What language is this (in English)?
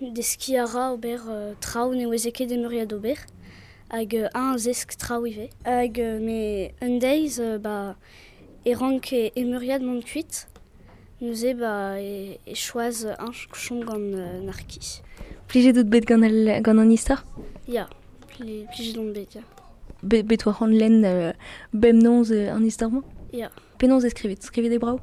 Breton